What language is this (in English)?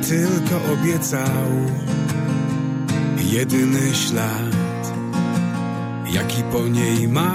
Polish